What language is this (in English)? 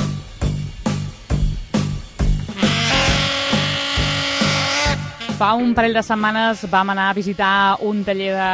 Catalan